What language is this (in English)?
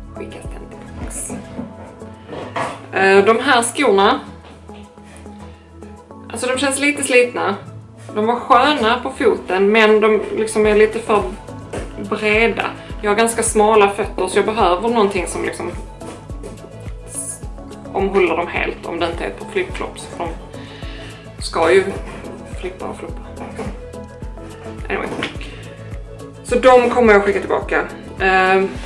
Swedish